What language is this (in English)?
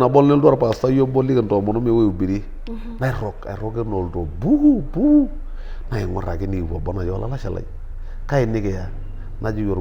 Masai